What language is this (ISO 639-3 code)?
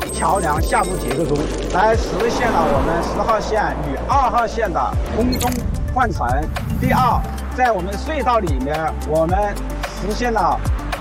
zho